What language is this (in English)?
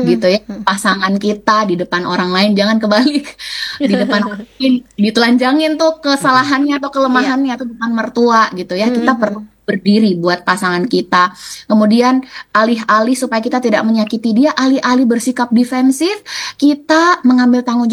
Indonesian